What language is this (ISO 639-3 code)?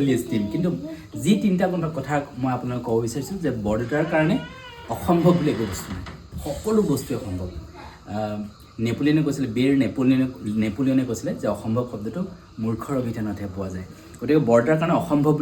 asm